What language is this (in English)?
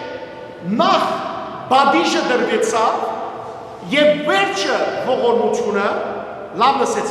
Western Armenian